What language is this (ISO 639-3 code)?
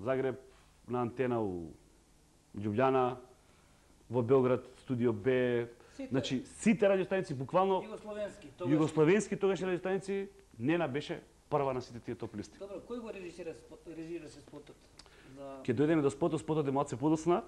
mkd